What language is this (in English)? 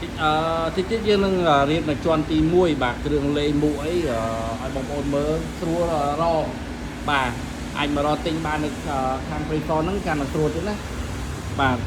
Khmer